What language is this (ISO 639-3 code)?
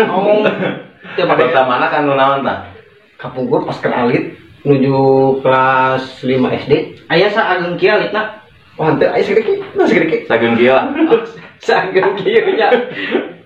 sun